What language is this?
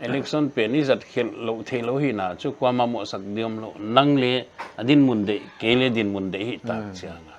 Paite Chin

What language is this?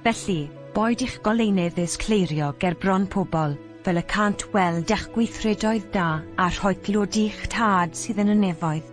Welsh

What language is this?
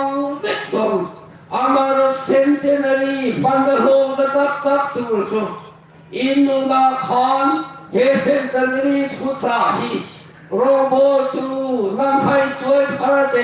Hmar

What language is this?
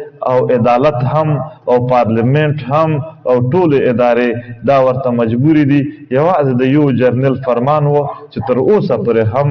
Pashto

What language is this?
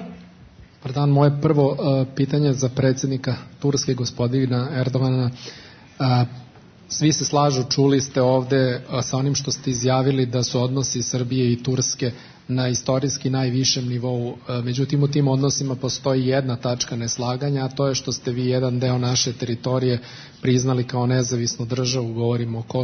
Serbian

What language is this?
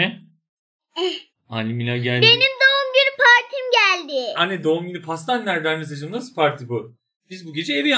Turkish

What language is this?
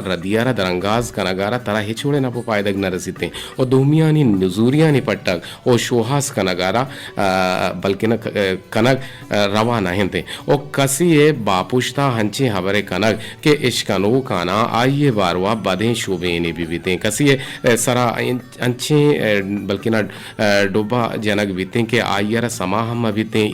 Eastern Balochi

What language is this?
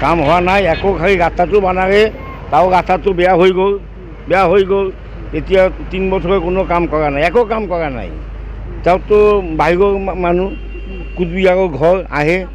Assamese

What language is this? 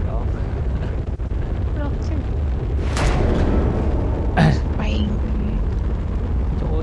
Vietnamese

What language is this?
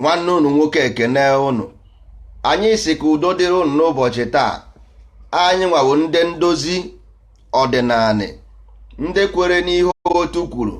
Igbo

